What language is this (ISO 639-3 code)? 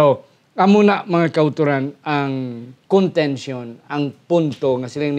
hil